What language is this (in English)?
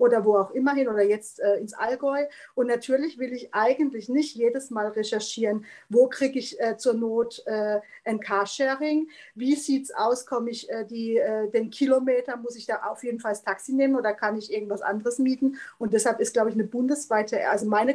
German